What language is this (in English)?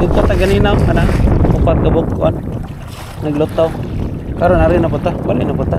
Cebuano